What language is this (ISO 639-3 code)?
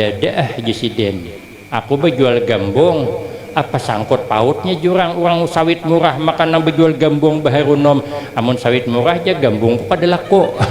bjn